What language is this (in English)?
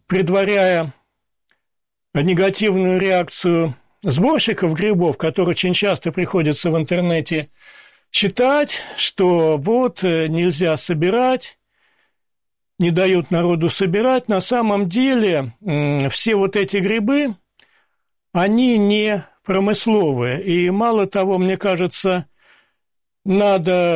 Russian